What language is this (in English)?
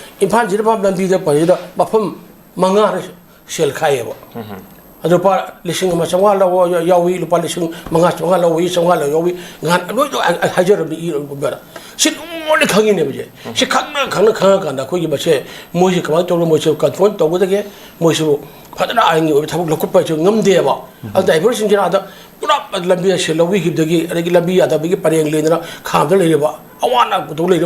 Manipuri